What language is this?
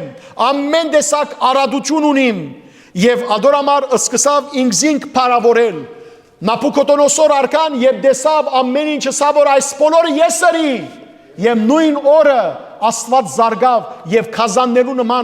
Western Armenian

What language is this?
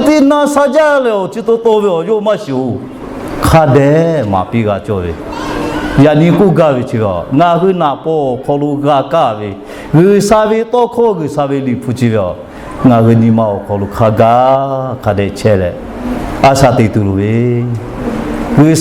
Lahu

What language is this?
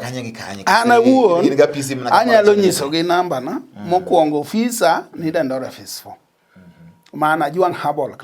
Luo (Kenya and Tanzania)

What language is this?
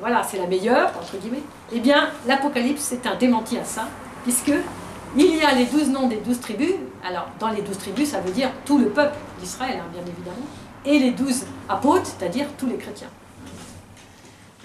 French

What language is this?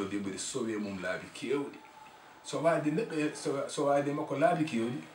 Fula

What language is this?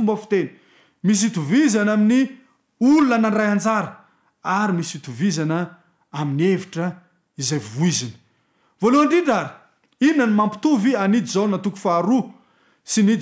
Malagasy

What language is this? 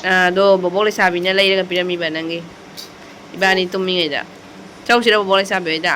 Manipuri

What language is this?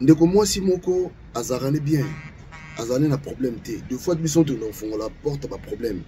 Lingala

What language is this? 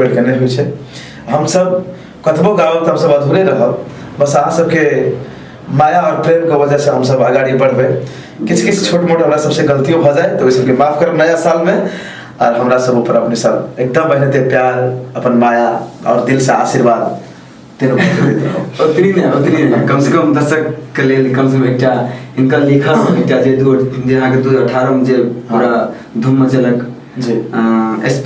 Maithili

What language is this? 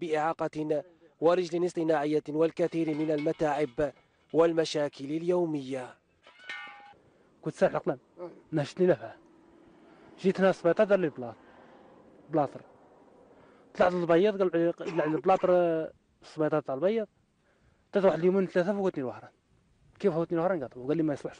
Algerian Arabic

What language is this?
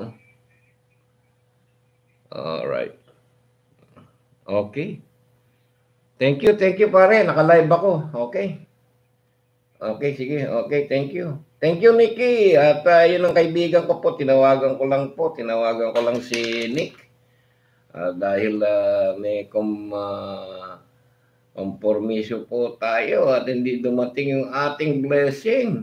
Filipino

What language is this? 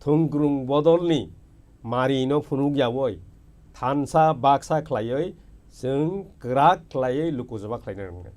Kok Borok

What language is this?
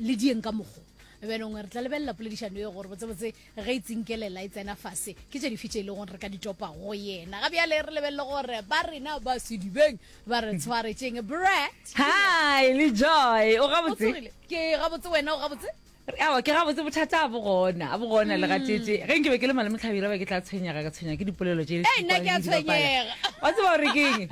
Northern Sotho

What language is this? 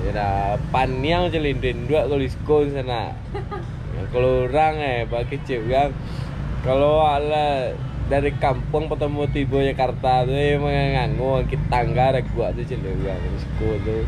Minangkabau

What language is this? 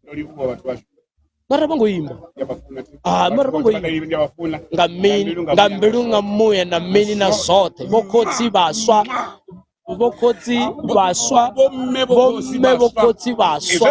Venda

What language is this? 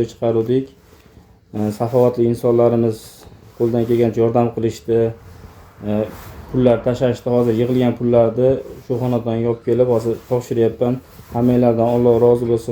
Uzbek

